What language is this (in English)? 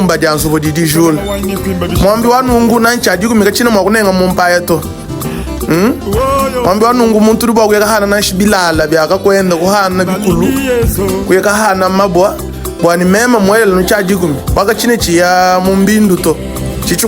Luba-Lulua